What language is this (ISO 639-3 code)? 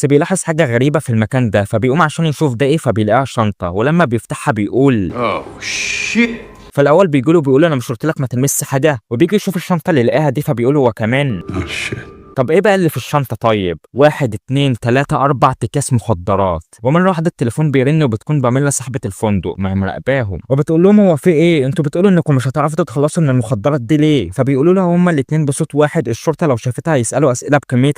arz